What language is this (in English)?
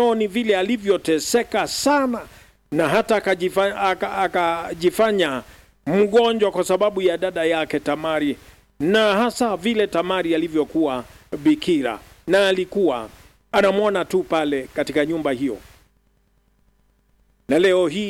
Swahili